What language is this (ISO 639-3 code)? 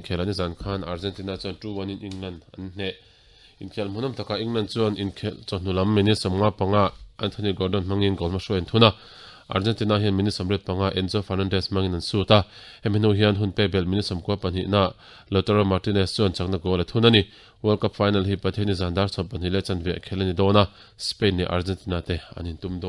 lus